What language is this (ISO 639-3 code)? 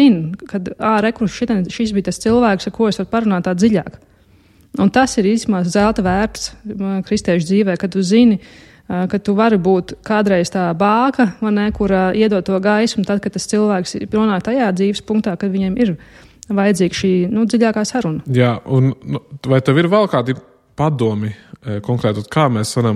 lav